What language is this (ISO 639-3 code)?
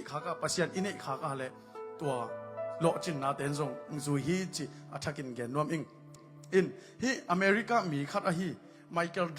ctd